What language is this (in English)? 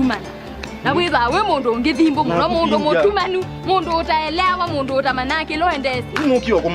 Kamba